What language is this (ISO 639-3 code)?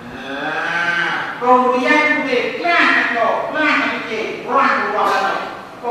ace